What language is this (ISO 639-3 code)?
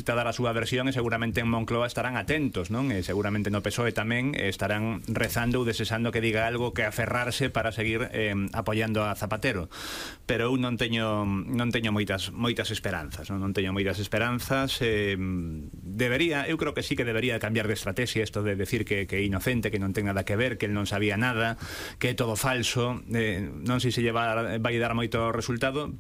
glg